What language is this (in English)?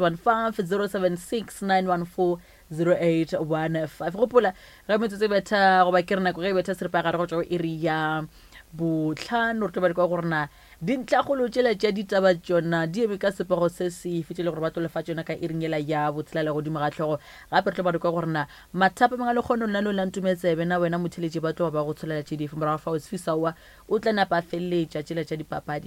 Northern Sotho